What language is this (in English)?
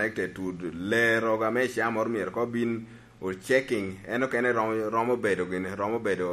Lango (Uganda)